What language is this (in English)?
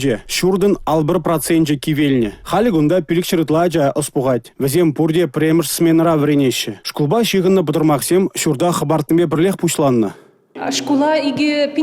Chuvash